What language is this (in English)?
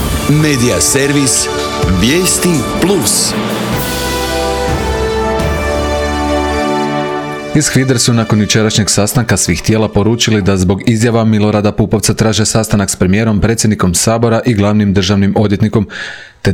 Croatian